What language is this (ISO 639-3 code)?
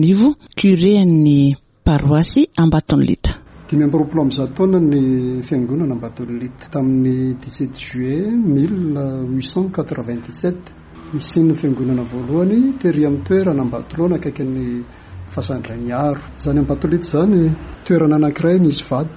mlg